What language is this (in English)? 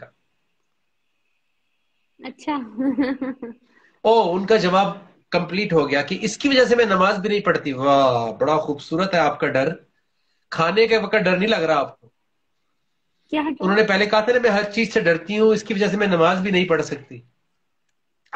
Urdu